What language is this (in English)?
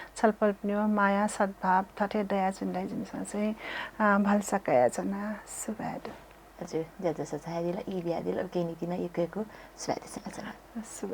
Newari